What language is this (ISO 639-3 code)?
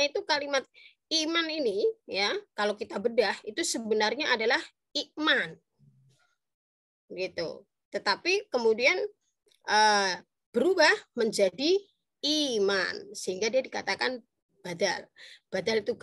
ind